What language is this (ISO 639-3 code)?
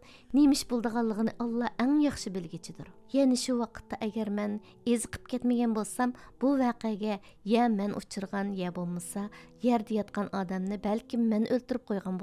uig